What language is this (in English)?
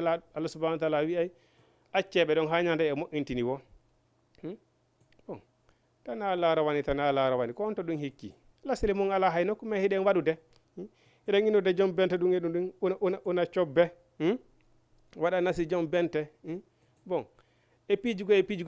Fula